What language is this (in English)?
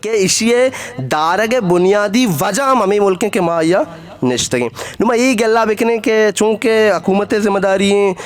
Eastern Balochi